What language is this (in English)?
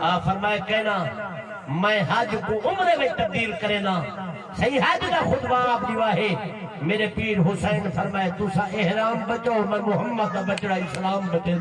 Saraiki